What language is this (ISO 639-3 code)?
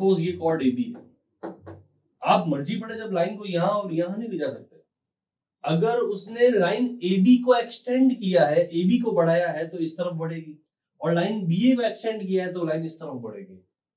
hin